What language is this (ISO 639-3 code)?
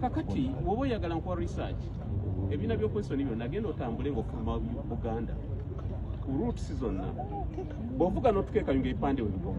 lug